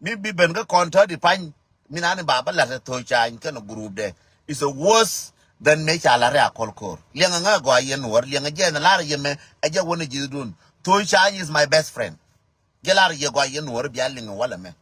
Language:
Nuer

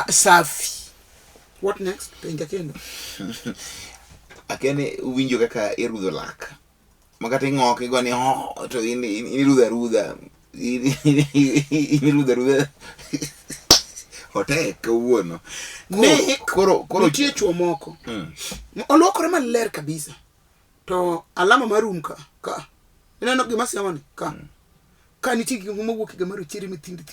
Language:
Luo (Kenya and Tanzania)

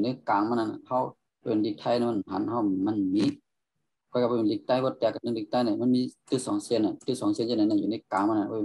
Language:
Shan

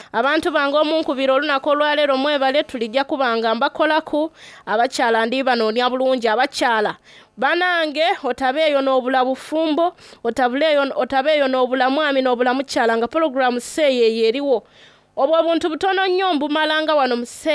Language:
Soga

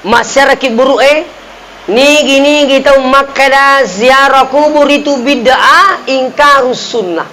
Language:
Buginese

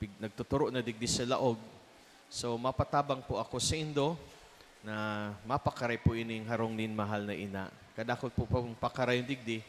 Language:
Bikol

